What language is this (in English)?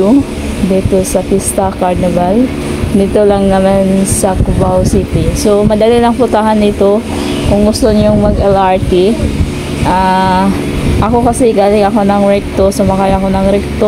Filipino